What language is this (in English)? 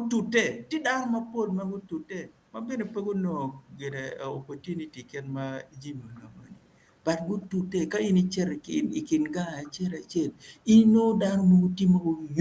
Acoli